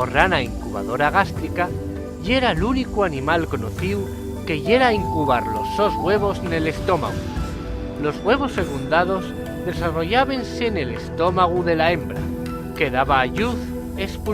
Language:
Asturian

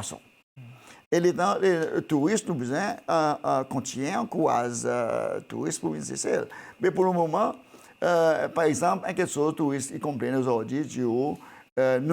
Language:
Seselwa Creole French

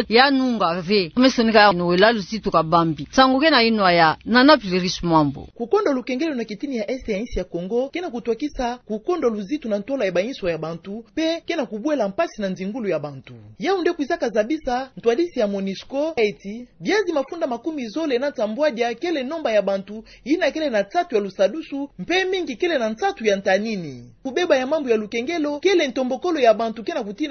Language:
Kituba (Democratic Republic of Congo)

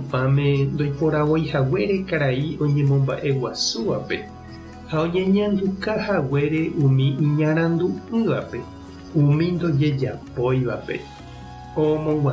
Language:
Guarani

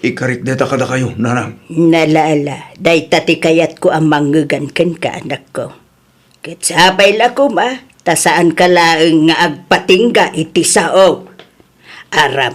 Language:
Iloko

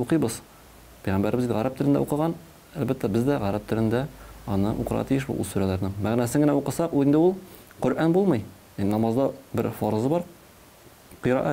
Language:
Tatar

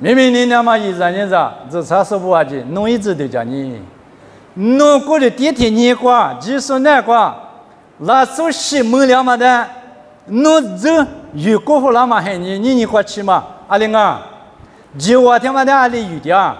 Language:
Lisu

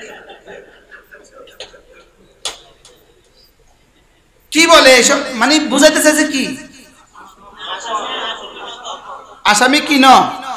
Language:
Bangla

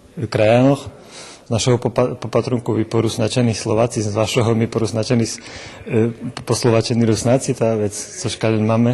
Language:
Rusyn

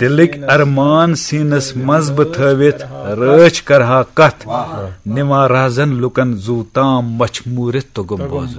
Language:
Kashmiri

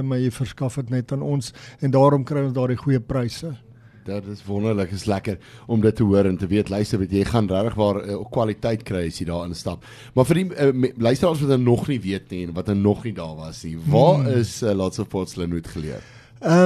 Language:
Afrikaans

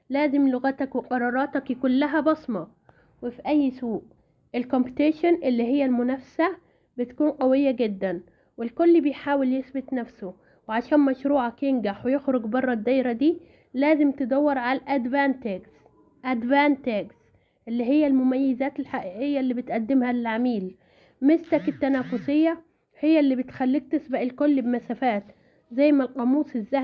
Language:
Egyptian Arabic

